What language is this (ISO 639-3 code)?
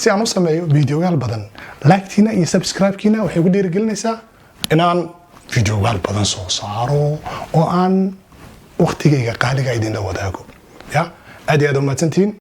som